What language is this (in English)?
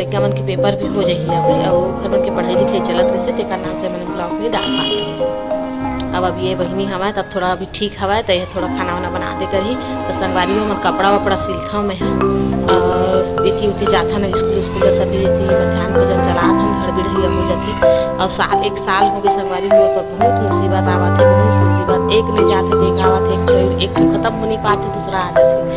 Chhattisgarhi